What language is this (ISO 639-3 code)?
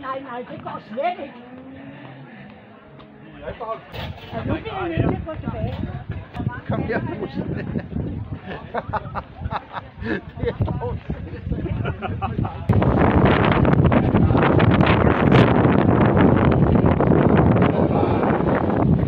dan